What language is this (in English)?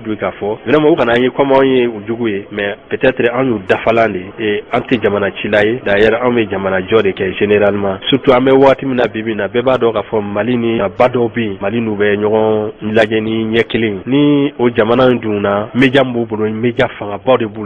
Bambara